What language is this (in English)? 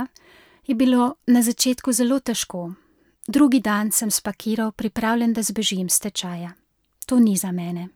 Slovenian